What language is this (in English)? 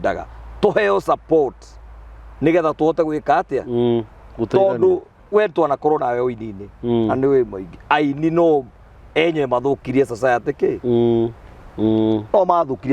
Kikuyu